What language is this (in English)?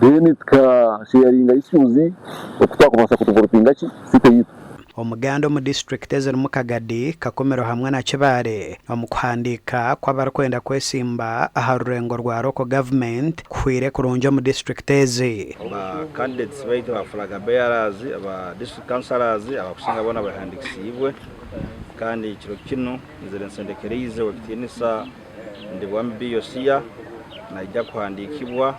Nyankole